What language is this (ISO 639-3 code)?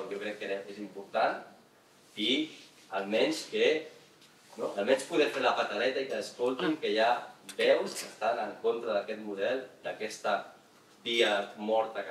cat